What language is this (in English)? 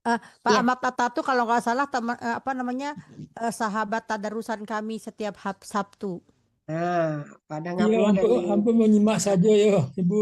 Minangkabau